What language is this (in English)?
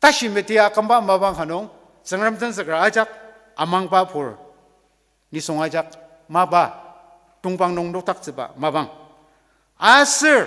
Ao Naga